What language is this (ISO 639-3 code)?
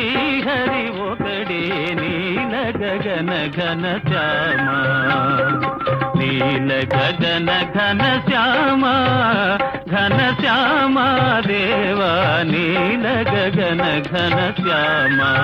tel